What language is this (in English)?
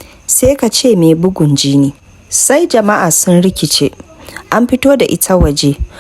Hausa